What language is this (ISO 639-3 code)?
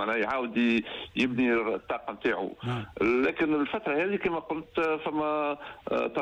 aeb